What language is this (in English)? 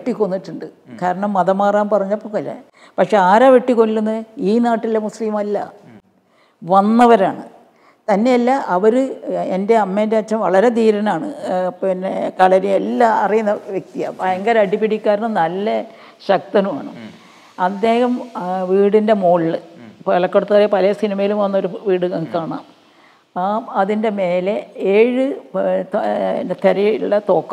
Malayalam